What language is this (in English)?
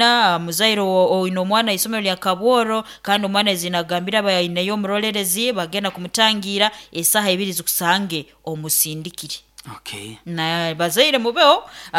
Nyoro